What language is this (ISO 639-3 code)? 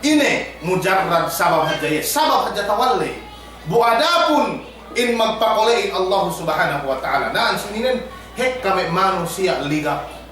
yka